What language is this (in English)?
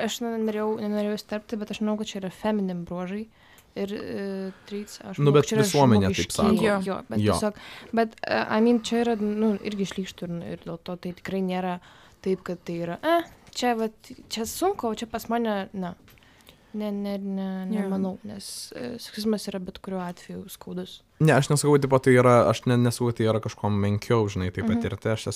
Lithuanian